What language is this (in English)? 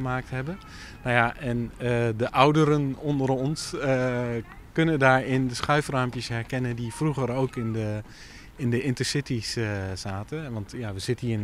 Dutch